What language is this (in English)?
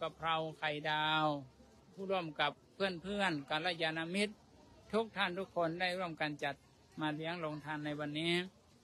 Thai